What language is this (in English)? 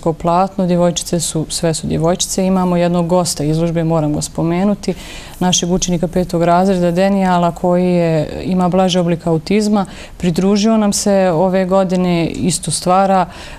Bosnian